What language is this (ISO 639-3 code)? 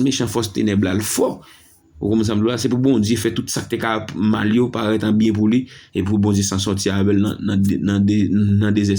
hat